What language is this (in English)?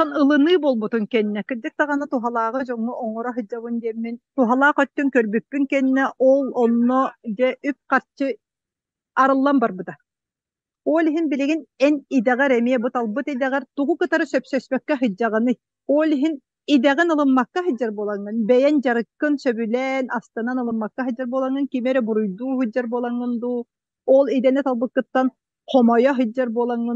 Yakut